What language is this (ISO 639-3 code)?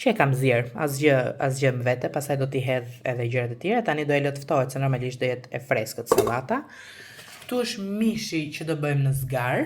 sqi